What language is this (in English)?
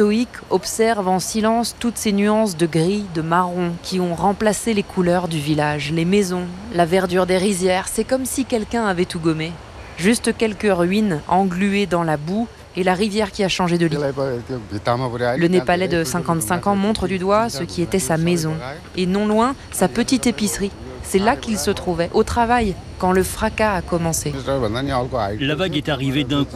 French